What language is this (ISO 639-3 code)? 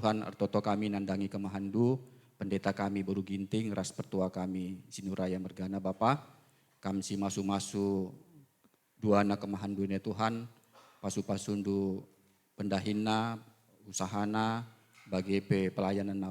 btx